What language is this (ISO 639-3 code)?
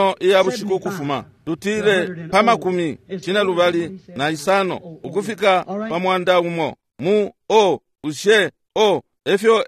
bem